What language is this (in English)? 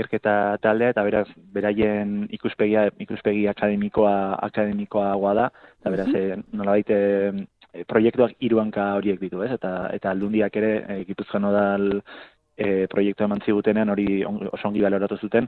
Basque